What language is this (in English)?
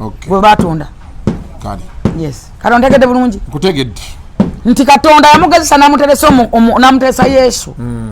Ganda